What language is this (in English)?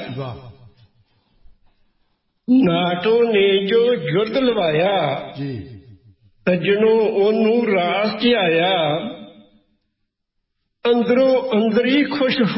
Punjabi